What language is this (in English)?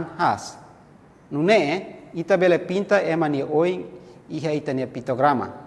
Tetum